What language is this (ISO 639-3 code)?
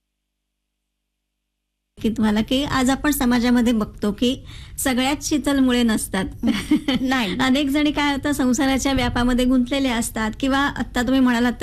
mar